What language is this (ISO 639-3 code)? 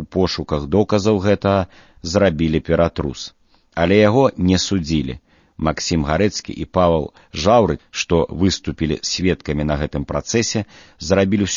bel